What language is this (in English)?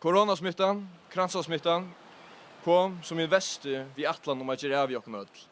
Faroese